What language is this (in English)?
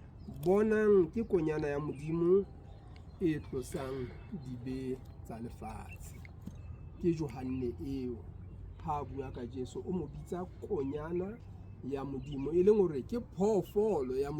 Southern Sotho